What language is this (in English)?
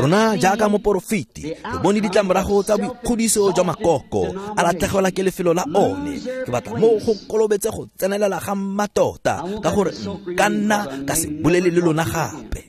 Tswana